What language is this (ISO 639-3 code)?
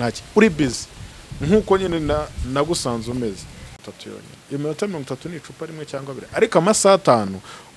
kin